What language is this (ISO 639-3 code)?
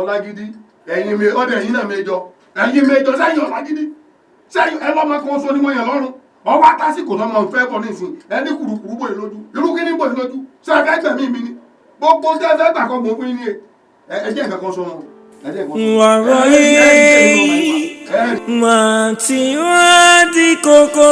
yor